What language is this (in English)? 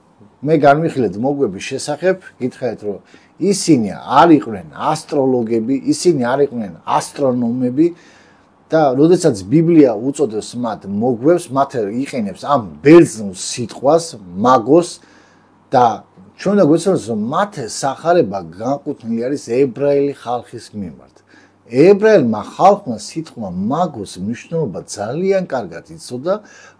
Georgian